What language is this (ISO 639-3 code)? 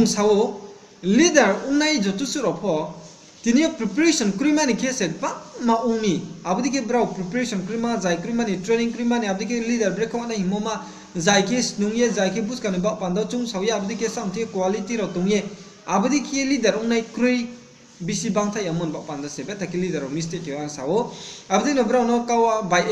ria